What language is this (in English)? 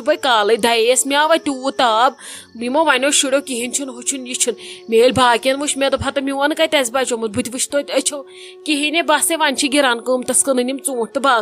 Kashmiri